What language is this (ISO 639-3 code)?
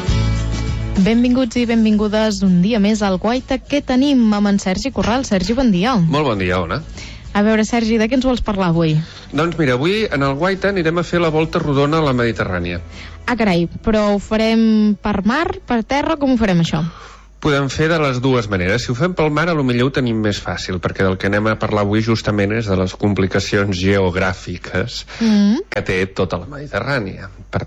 cat